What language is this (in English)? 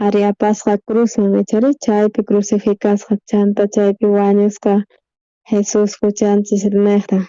South Bolivian Quechua